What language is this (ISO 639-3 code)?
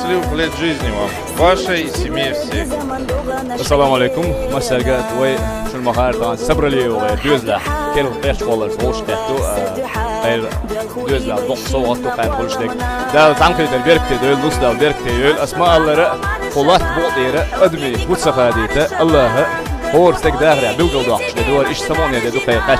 che